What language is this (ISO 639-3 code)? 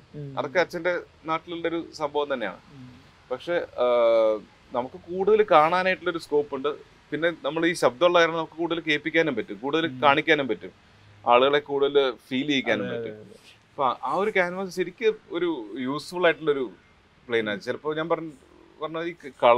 mal